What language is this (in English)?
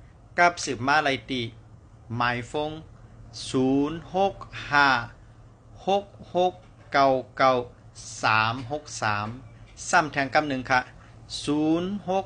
Shan